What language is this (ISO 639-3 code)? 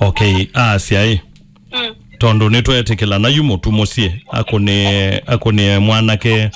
kam